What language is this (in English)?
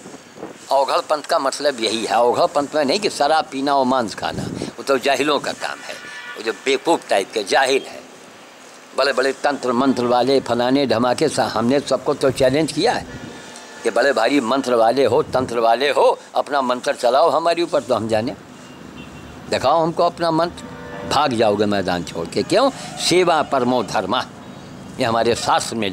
Hindi